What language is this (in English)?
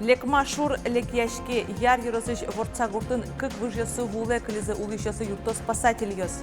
Udmurt